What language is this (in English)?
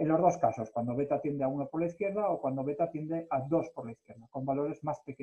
Spanish